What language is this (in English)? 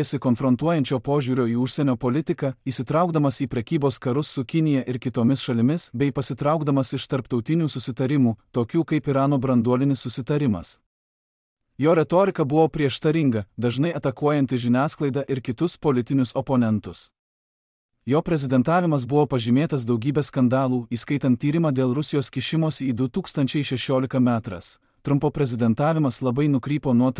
Lithuanian